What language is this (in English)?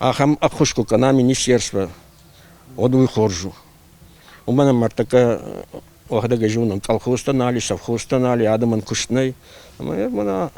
Ossetic